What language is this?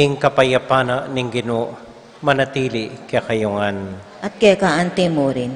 Pampanga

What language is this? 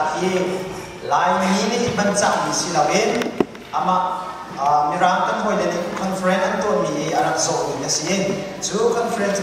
Hakha Chin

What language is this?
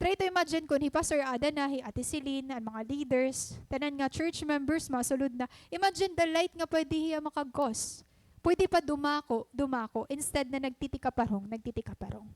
Waray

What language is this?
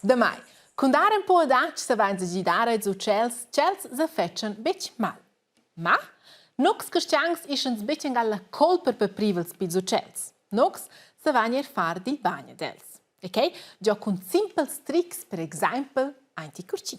Romansh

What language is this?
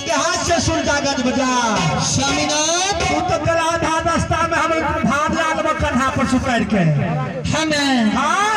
Maithili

